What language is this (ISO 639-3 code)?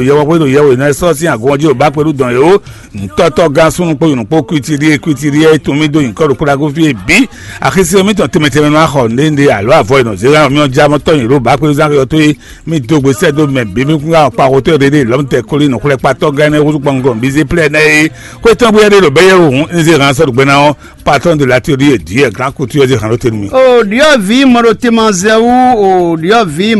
fon